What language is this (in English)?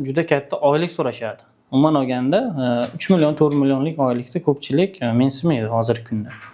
Uzbek